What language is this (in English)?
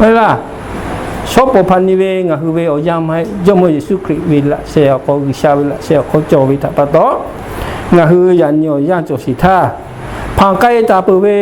Lahu